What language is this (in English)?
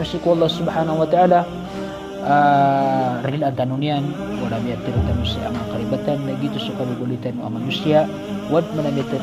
Maranao